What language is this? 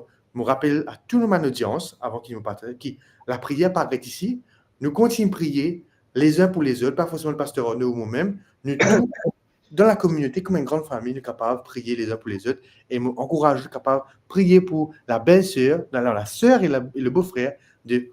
Morisyen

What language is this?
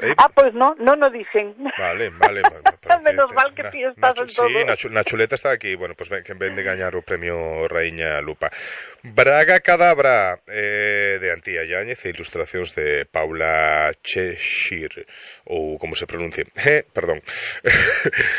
Galician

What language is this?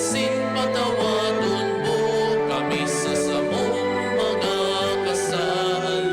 Bikol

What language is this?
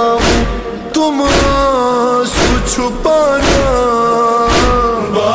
Urdu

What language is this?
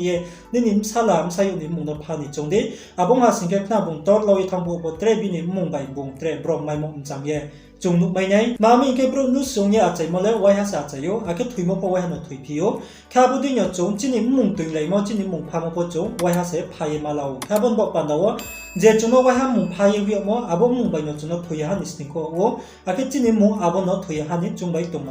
Riang (India)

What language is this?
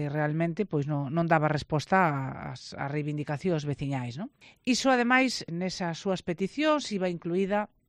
Galician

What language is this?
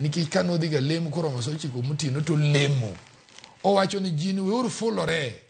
Luo (Kenya and Tanzania)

